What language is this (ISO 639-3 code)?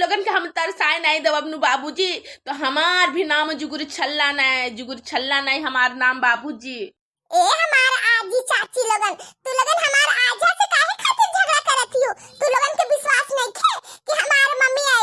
bho